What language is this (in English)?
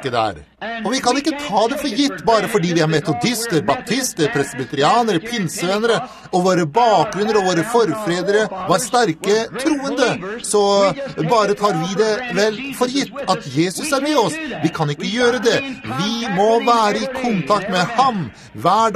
Norwegian